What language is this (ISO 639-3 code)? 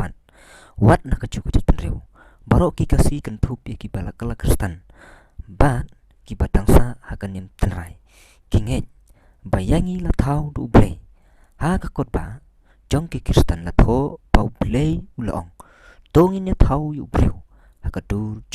kha